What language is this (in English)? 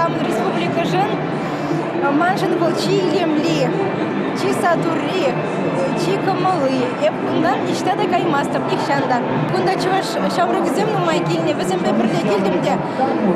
Chuvash